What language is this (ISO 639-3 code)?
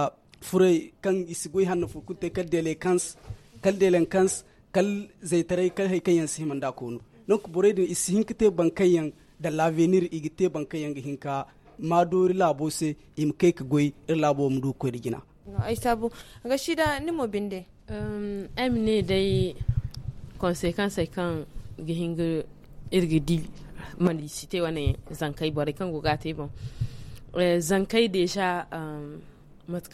hau